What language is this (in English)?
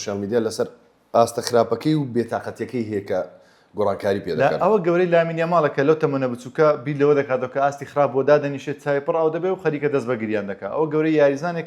Central Kurdish